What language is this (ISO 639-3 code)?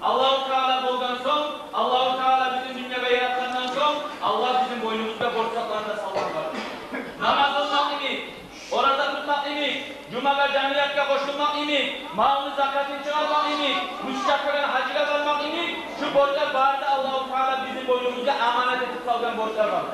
kum